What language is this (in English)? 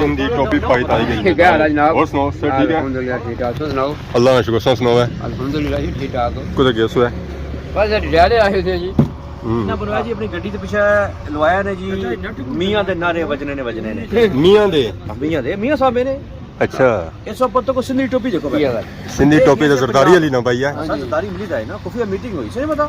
Pahari-Potwari